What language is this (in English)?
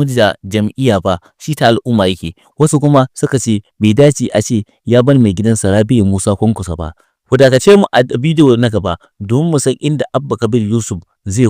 Hausa